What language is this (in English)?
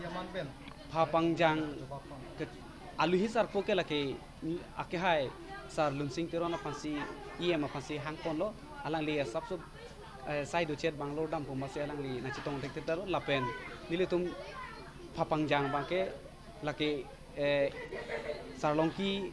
Karbi